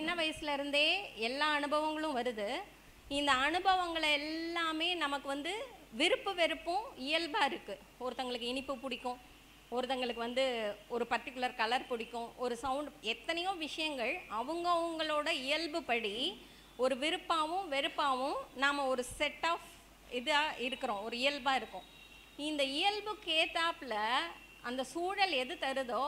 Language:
Tamil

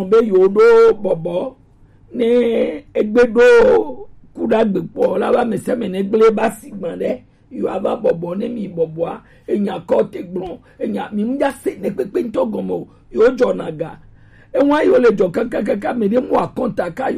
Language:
Gen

